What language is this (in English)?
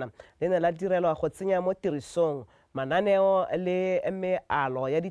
Tswana